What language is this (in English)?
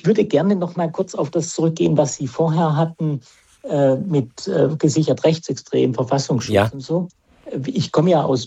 German